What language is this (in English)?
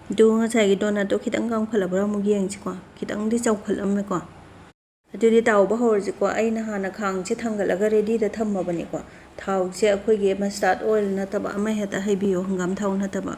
Manipuri